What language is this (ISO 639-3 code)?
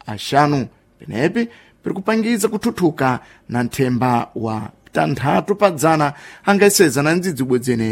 seh